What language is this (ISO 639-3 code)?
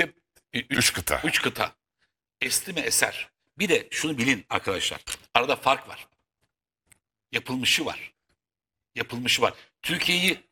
tur